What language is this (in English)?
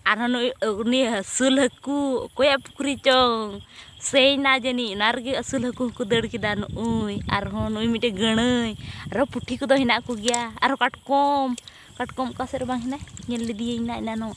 Santali